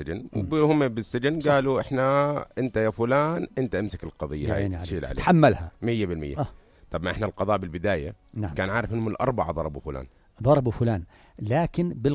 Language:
North Levantine Arabic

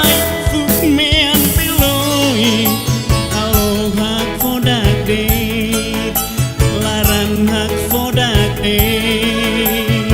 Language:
Tetum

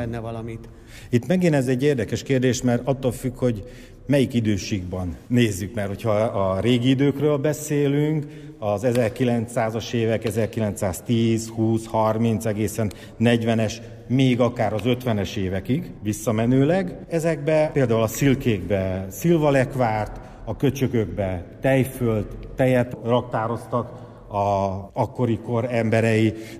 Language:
Hungarian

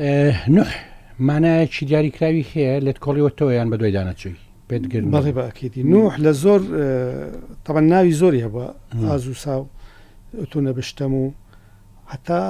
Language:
Central Kurdish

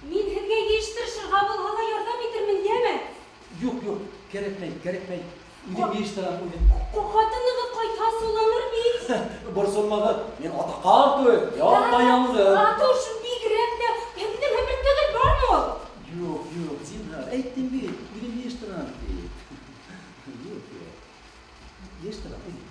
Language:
Bashkir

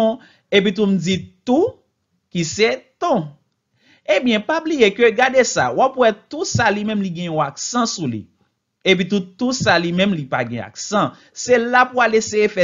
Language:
Haitian Creole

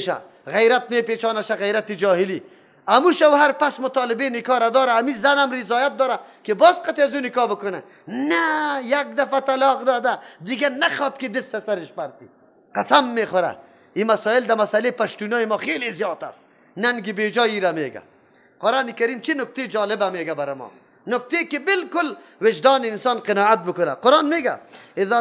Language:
Persian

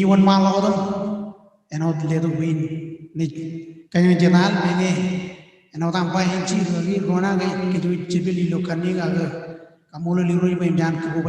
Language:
Marshallese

